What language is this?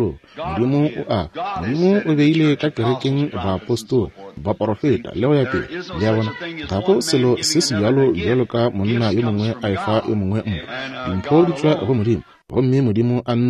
Northern Sotho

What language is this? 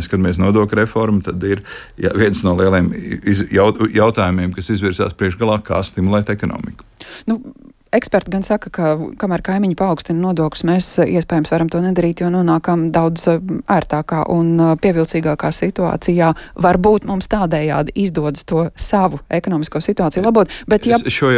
Latvian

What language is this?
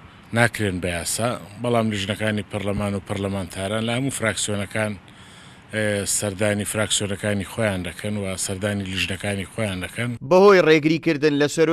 Central Kurdish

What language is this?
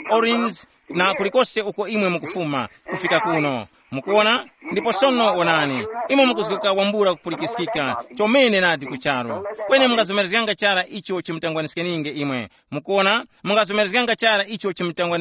Tumbuka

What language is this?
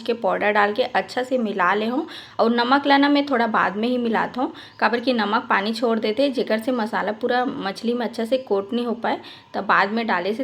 Chhattisgarhi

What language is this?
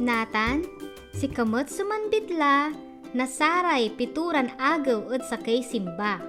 Pangasinan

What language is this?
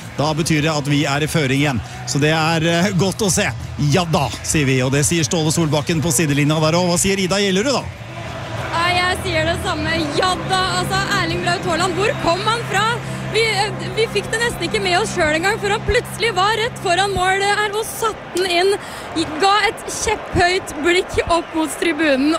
Norwegian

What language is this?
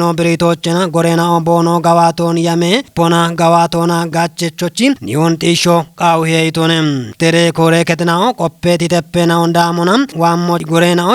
Kafa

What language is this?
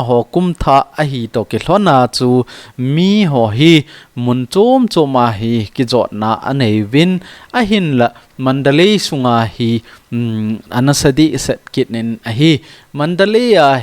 Thado Chin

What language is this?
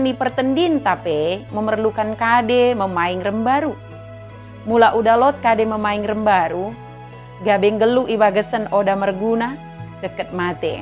Batak Dairi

